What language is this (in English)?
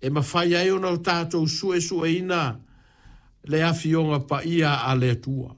Samoan